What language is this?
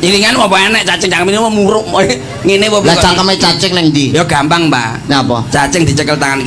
Javanese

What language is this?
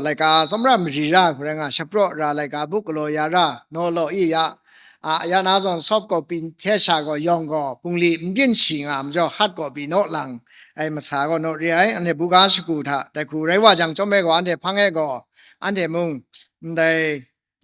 Kachin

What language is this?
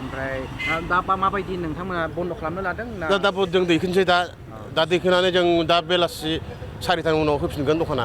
Bodo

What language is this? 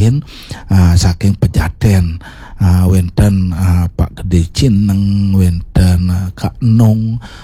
Balinese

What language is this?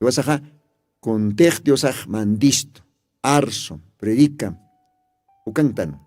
Aymara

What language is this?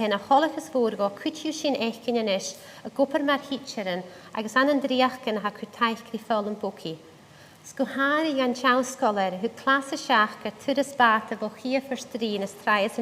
Scottish Gaelic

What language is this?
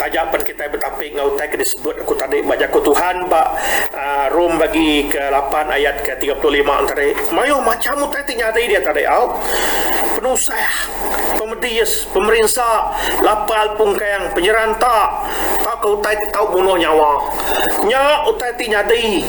Iban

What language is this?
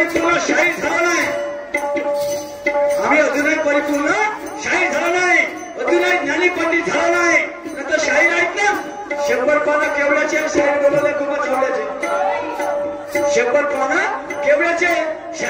Marathi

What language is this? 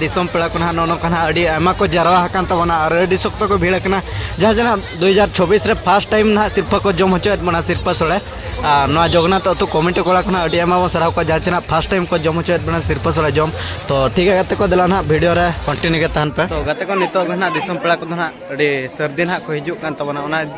Santali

